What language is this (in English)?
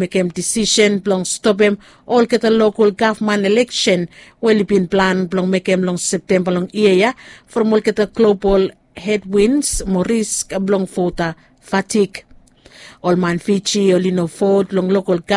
Bislama